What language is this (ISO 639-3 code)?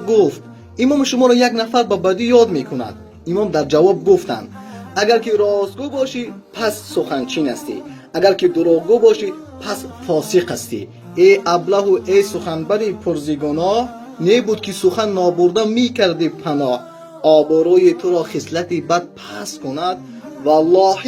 tgk